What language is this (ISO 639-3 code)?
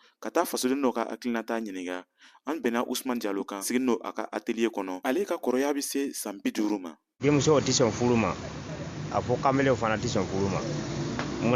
bam